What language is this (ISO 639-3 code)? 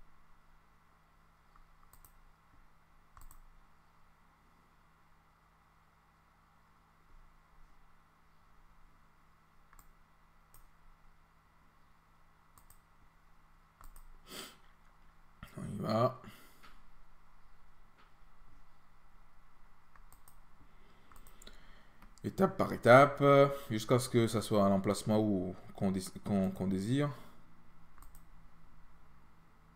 fra